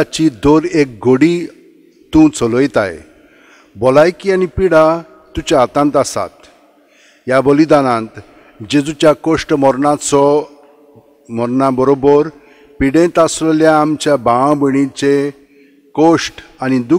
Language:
Konkani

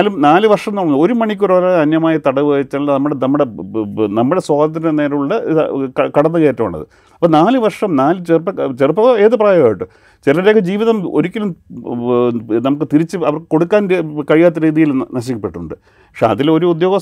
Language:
Malayalam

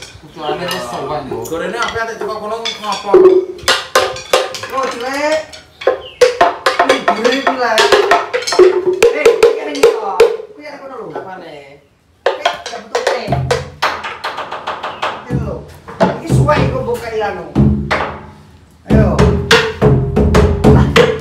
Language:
Javanese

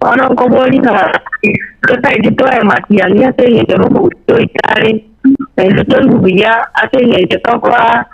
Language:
Gusii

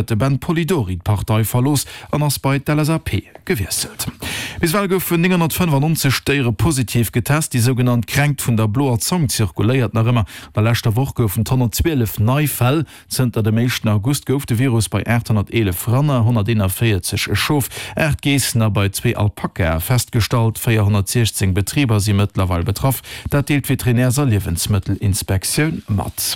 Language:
Luxembourgish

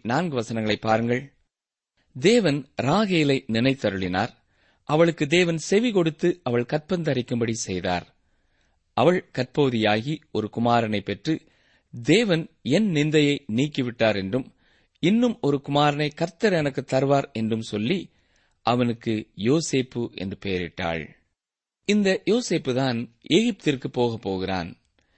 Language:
Tamil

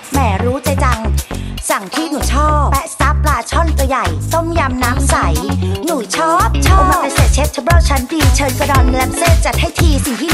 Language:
Thai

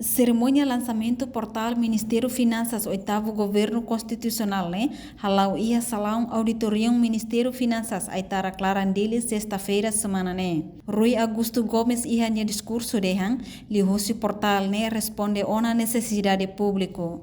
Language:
Tetum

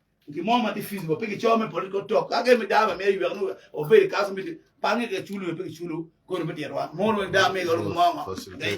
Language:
Acoli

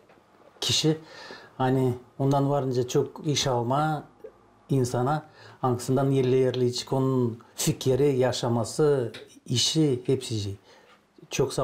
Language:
Gagauz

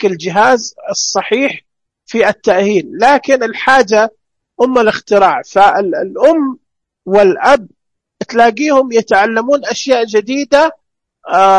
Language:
Najdi Arabic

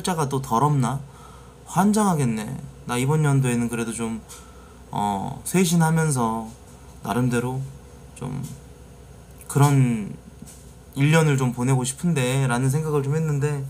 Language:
Korean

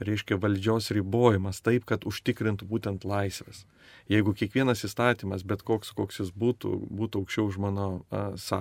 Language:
Lithuanian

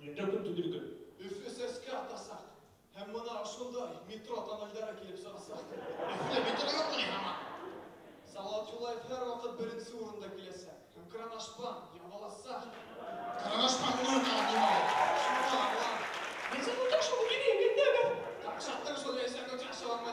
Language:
Bashkir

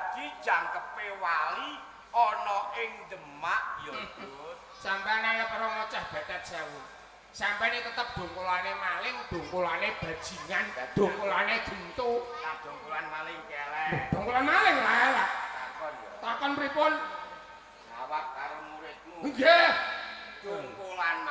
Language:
Javanese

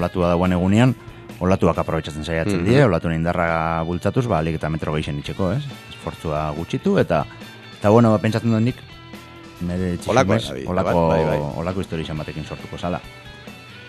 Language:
Basque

